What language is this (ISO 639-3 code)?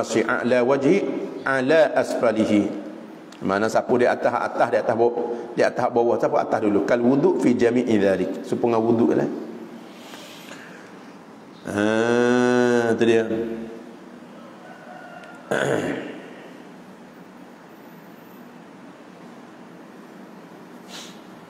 msa